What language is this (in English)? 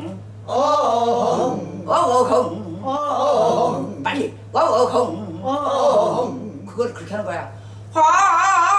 Korean